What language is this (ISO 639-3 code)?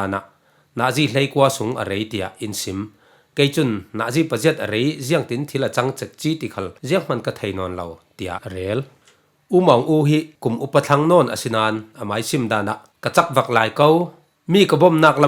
cfm